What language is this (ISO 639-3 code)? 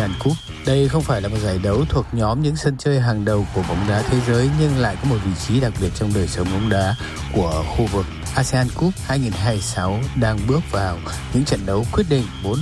vie